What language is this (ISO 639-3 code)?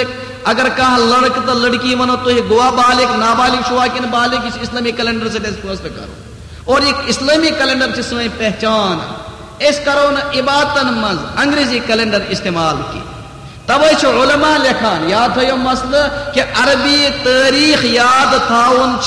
kas